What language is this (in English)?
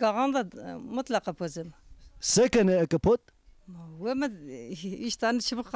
Zaza